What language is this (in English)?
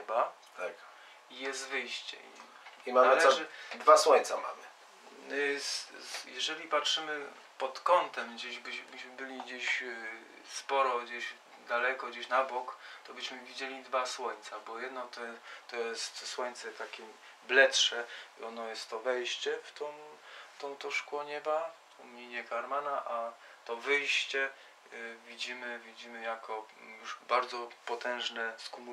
Polish